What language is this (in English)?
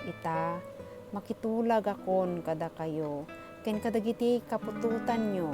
Iloko